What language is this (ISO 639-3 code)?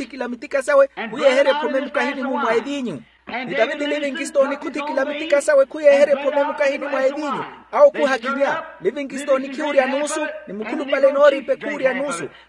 vmw